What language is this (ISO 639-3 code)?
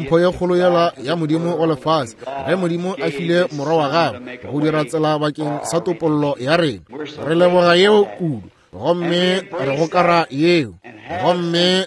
nso